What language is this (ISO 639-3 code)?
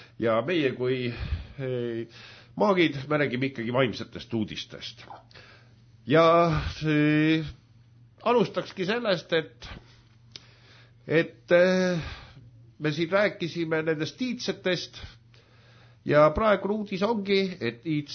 est